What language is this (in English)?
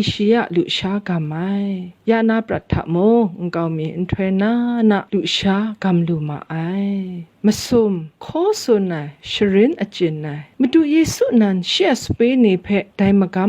Kachin